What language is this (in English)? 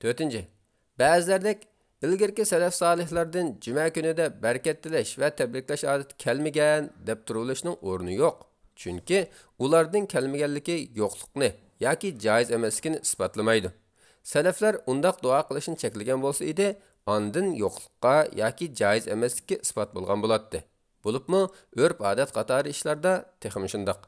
Uyghur